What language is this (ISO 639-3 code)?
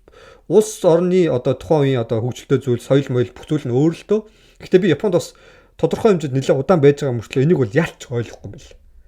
mon